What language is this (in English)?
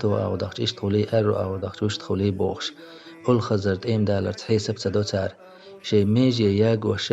Chechen